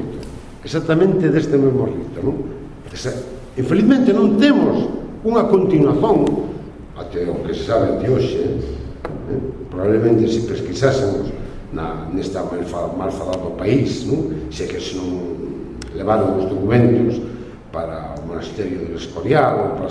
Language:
Galician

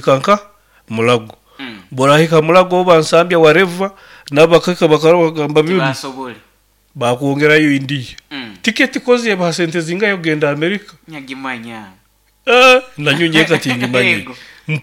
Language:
Nyoro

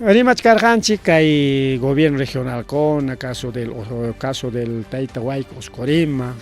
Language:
Ayacucho Quechua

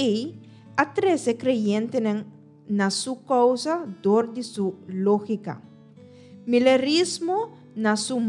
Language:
Papiamento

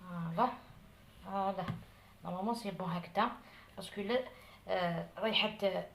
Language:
Algerian Arabic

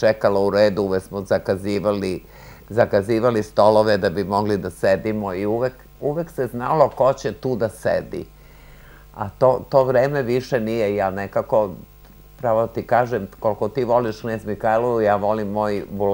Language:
Serbian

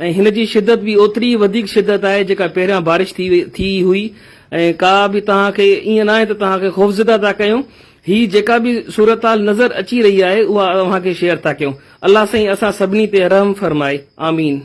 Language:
Sindhi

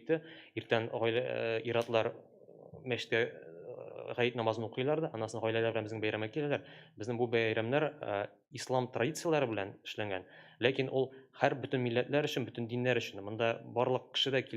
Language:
Tatar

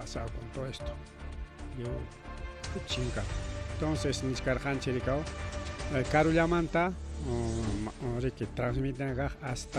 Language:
Ayacucho Quechua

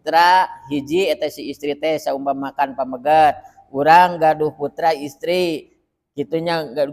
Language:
Sundanese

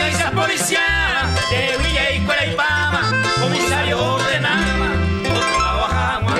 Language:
Guarani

